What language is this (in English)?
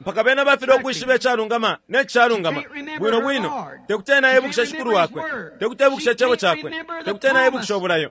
Bemba